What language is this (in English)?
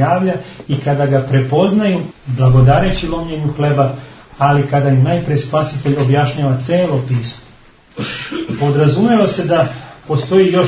Serbian